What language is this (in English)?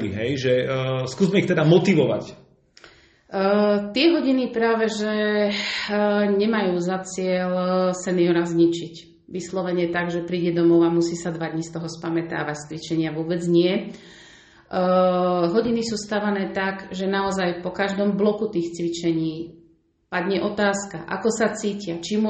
Slovak